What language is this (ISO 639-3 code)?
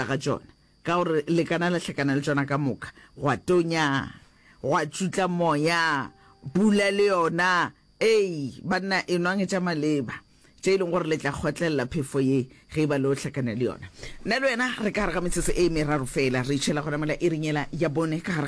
nso